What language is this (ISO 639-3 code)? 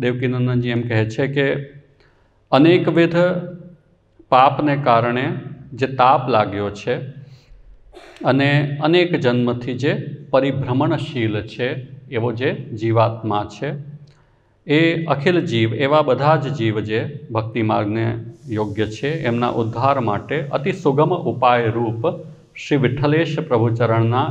guj